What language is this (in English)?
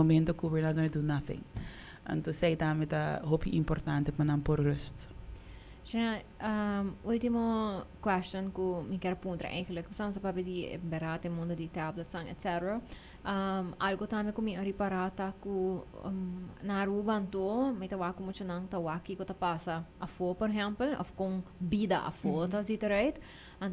Papiamento